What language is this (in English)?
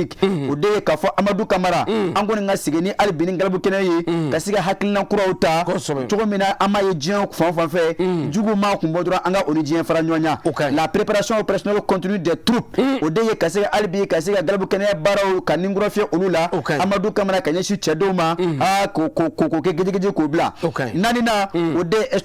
Bambara